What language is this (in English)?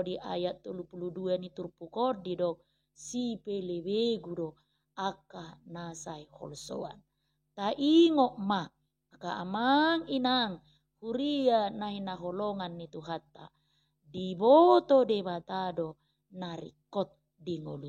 Batak Toba